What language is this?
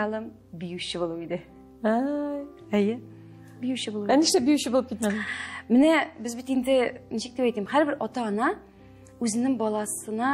Tatar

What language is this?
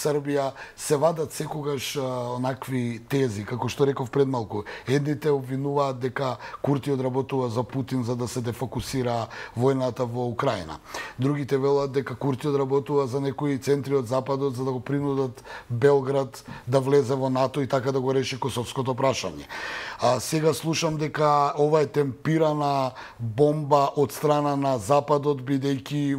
Macedonian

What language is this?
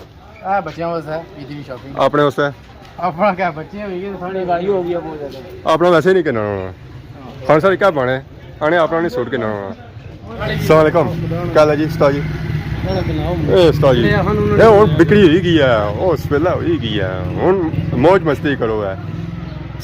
Pahari-Potwari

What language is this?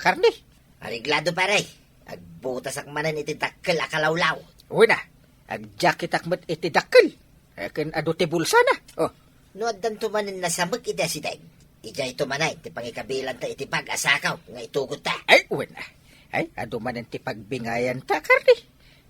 Iloko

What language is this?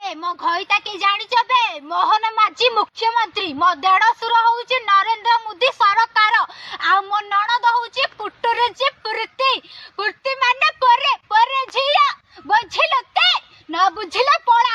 Odia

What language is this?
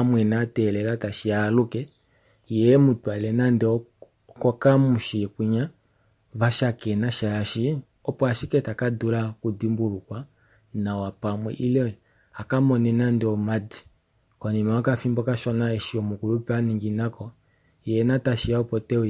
Kuanyama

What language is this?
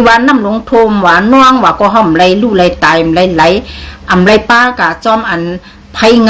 Shan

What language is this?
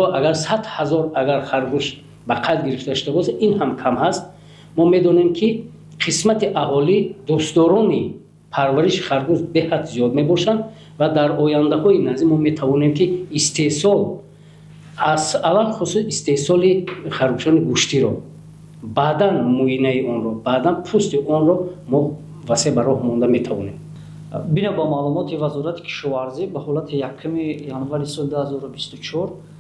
Tajik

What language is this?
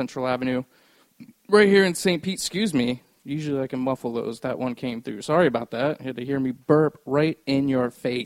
English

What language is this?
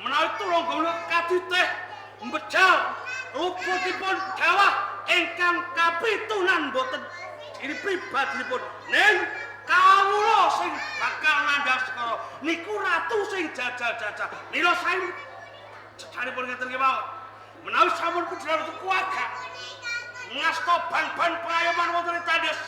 Javanese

